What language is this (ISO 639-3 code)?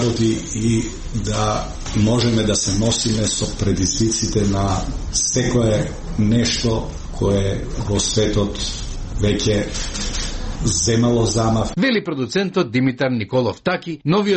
mkd